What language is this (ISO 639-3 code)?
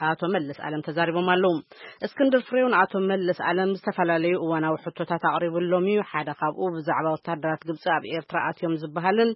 tir